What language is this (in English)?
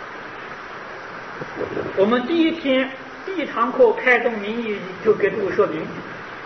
Chinese